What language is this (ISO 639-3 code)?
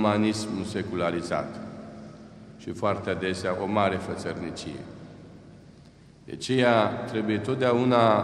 ron